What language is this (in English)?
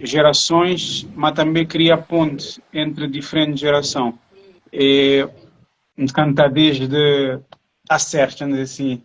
Kabuverdianu